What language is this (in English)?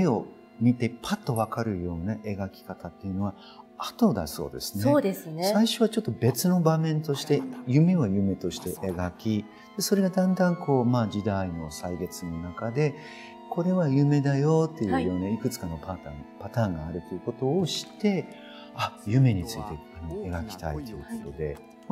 Japanese